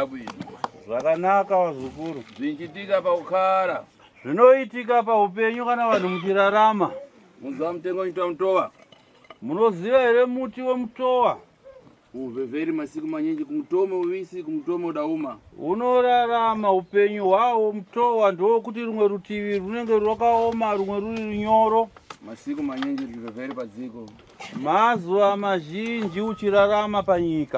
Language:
Shona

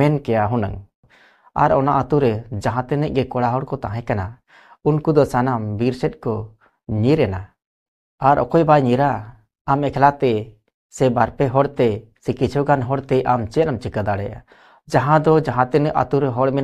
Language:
Santali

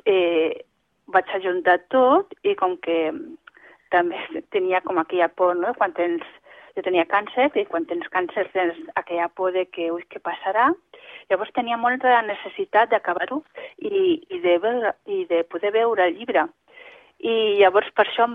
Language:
Catalan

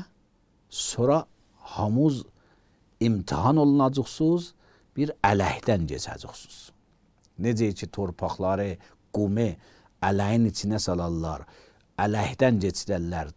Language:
Azerbaijani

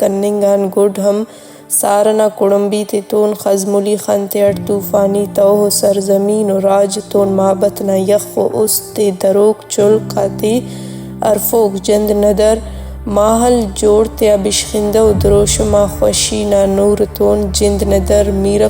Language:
Brahui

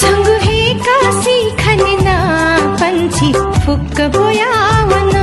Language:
Newari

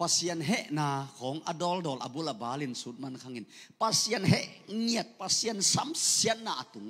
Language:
Tedim Chin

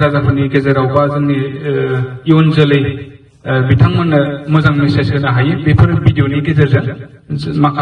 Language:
Bodo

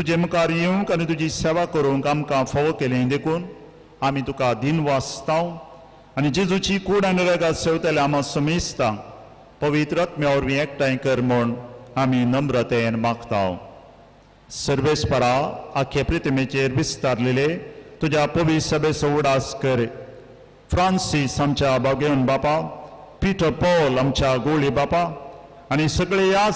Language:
Konkani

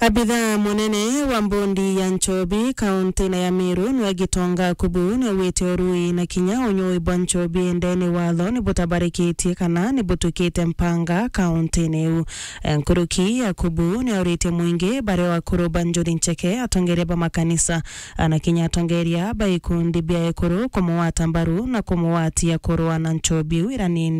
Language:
Meru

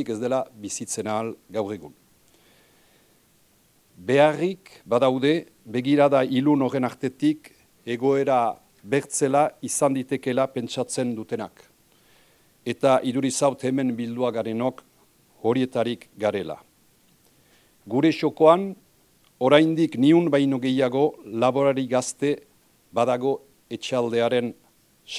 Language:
Basque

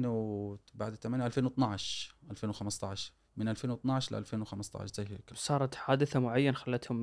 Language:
Gulf Arabic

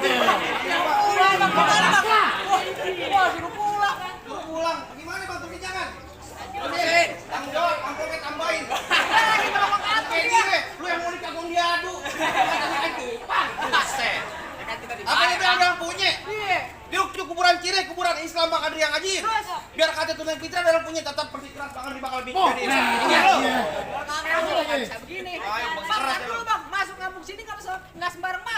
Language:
Betawi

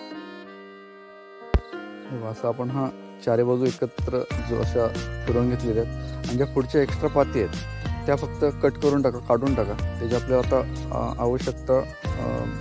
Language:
Marathi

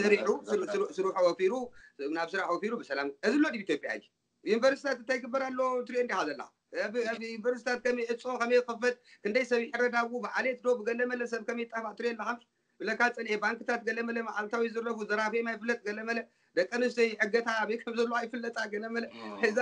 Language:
Tigrinya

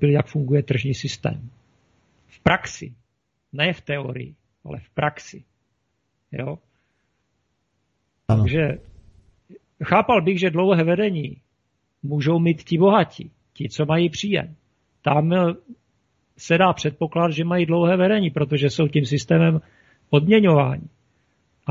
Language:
Czech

